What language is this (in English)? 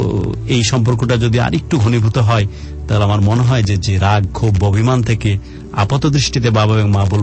Bangla